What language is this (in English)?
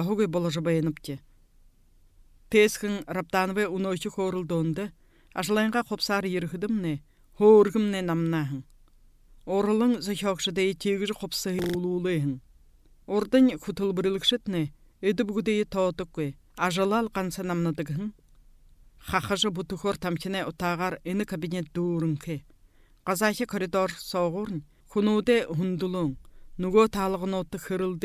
Buriat